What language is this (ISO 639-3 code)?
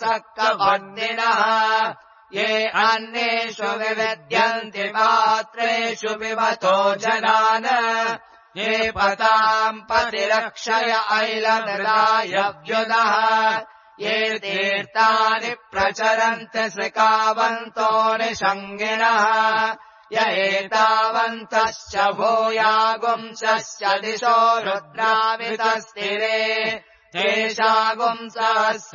san